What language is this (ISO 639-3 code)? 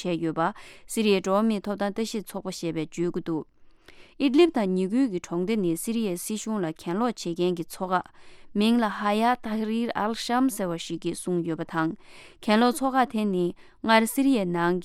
bod